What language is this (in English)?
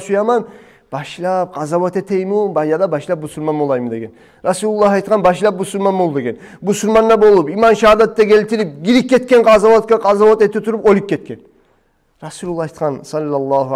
Kumyk